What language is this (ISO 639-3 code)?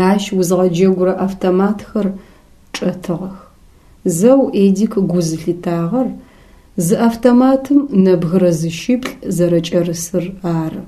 ady